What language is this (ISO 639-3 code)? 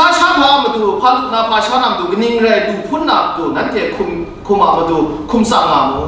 kac